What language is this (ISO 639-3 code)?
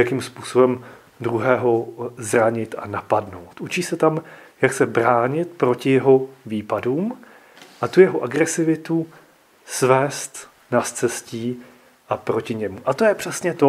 ces